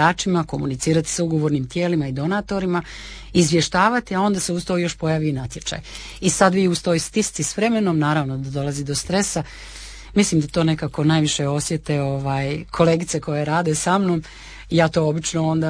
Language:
Croatian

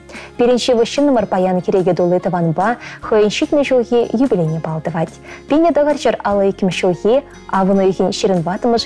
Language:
Chuvash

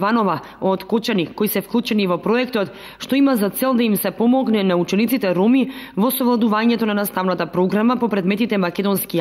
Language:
Macedonian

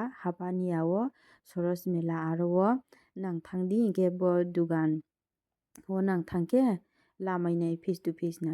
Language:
Riang (India)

